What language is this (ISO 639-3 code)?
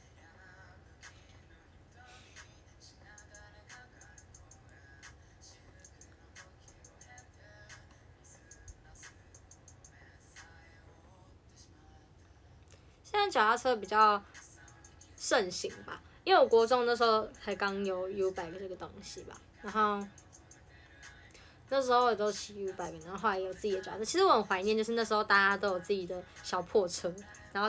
zho